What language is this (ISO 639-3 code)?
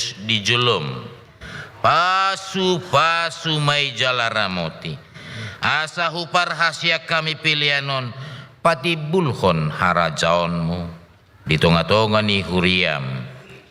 bbc